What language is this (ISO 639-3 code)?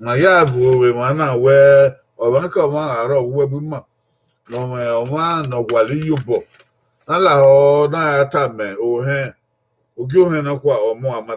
bin